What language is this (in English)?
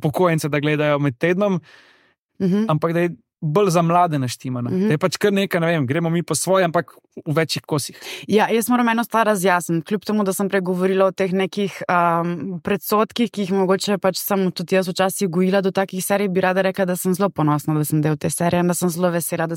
Slovenian